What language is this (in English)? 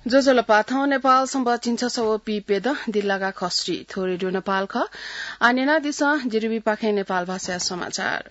Newari